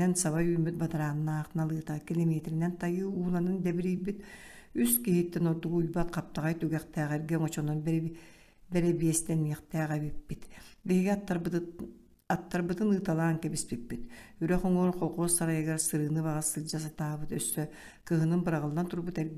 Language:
Yakut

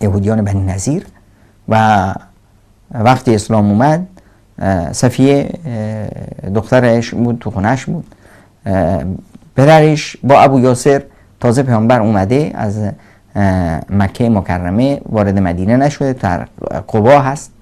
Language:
Persian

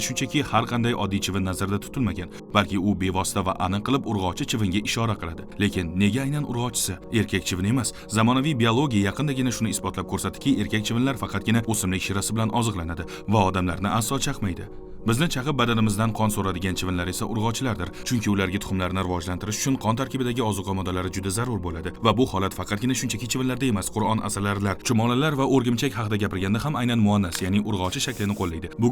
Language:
Uzbek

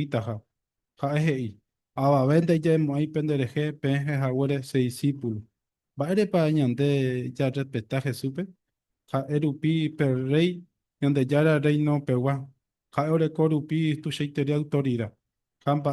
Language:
Guarani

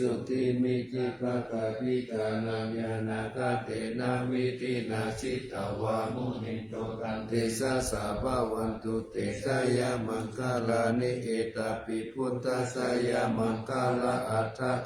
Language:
Pali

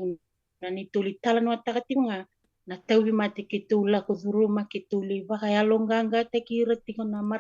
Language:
Fijian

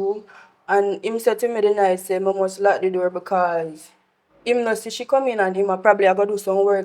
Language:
Jamaican Creole English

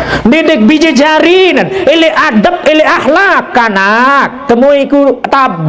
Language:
Sasak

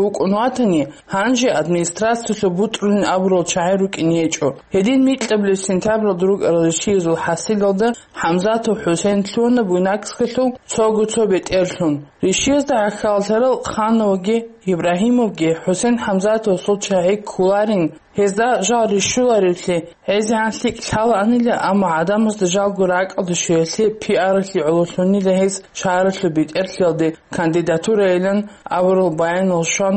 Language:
Avaric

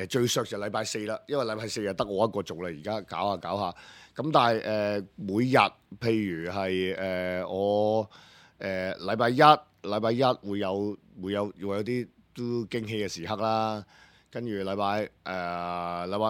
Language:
Cantonese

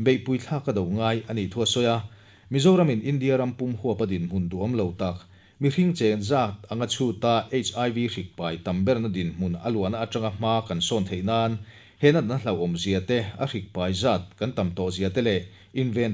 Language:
Mizo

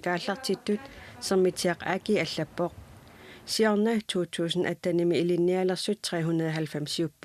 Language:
Kalaallisut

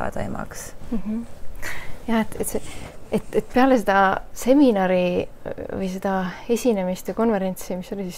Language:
Estonian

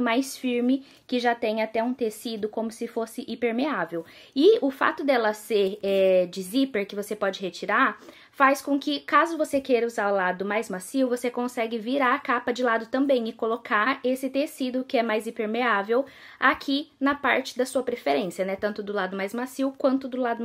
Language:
Portuguese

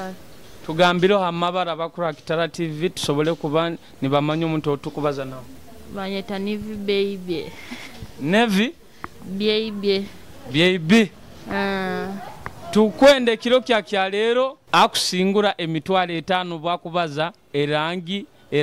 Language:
Nyoro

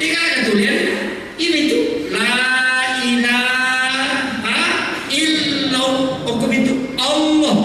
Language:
Buginese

